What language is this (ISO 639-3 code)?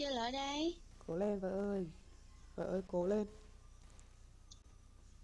vie